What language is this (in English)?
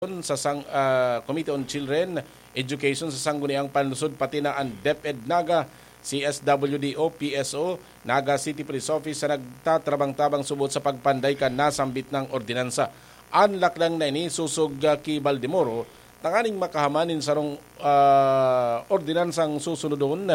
Bikol